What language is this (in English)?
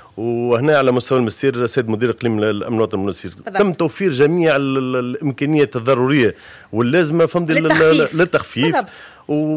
Tunisian Arabic